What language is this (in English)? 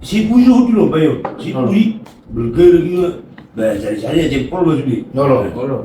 Batak Toba